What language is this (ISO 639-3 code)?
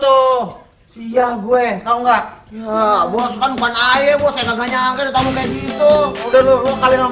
bew